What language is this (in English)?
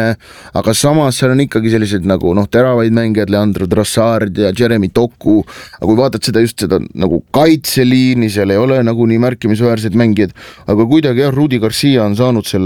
Estonian